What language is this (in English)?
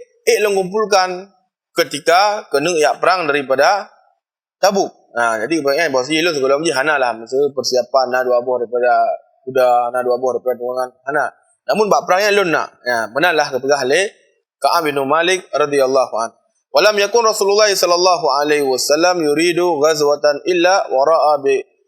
Achinese